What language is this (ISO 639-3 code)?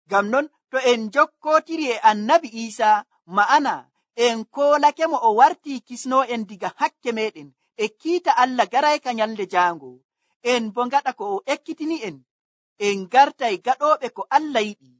fuv